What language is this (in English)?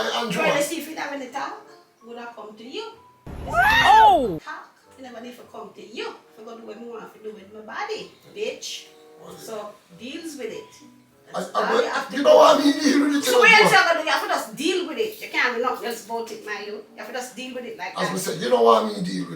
Jamaican Creole English